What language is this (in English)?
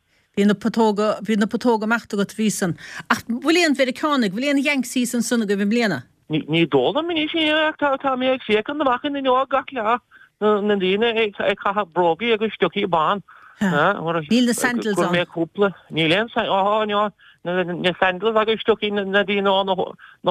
Irish